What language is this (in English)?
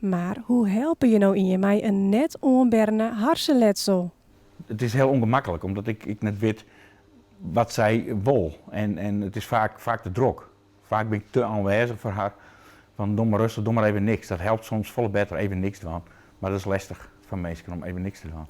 Western Frisian